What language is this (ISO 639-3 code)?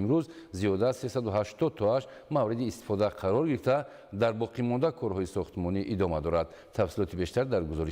tgk